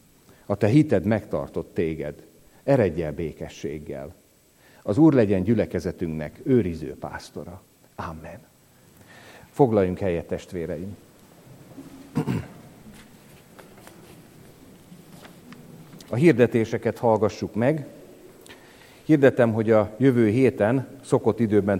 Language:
Hungarian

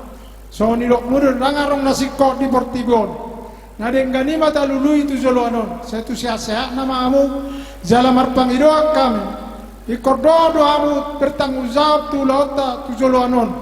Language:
Batak Toba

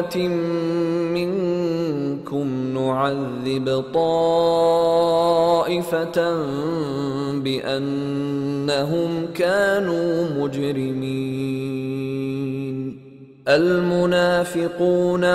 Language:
Arabic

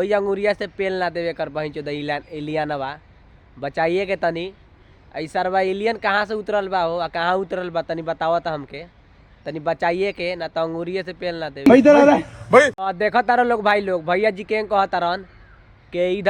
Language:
Bhojpuri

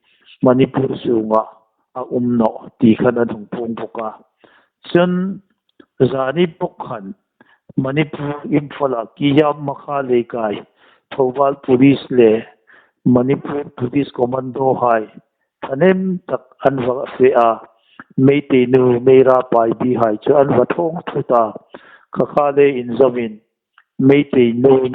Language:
Hmar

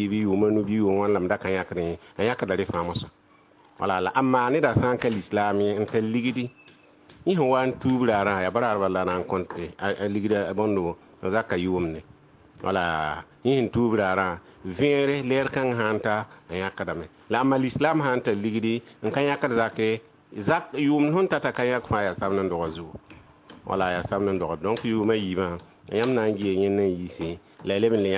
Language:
Mossi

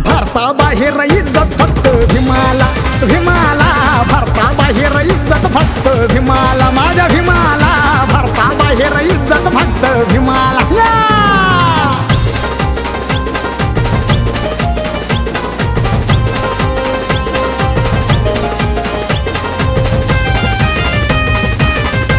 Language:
Marathi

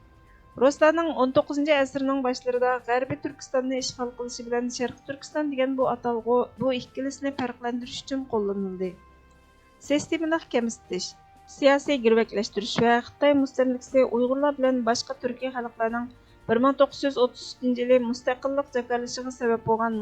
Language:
Uyghur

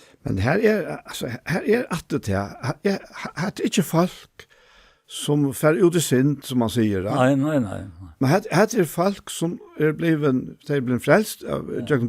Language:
Faroese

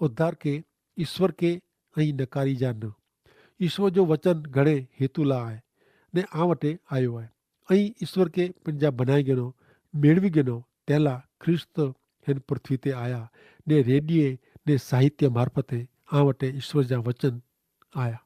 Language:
Kachhi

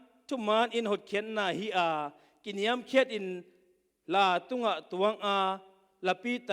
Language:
Tedim Chin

